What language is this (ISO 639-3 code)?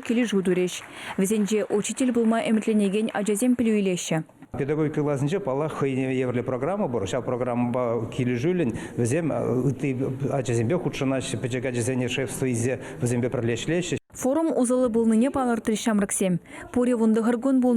chv